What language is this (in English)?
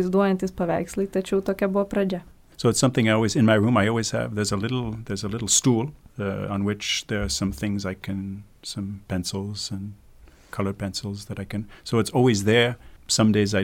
Lithuanian